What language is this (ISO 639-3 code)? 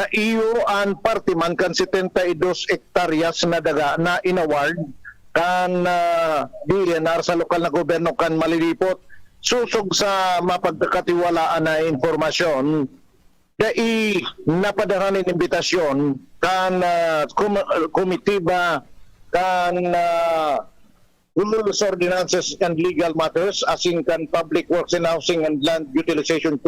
bik